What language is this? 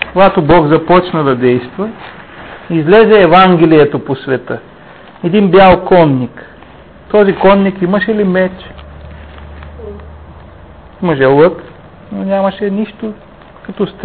Bulgarian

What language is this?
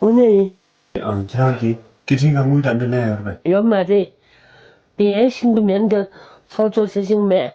Tibetan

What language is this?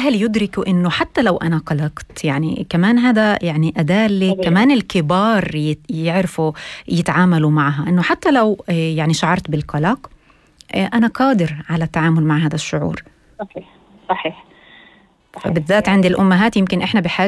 North Levantine Arabic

